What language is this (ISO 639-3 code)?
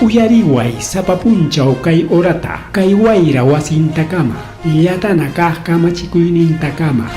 quy